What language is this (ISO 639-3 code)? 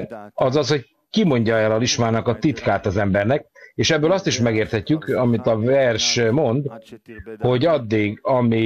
hun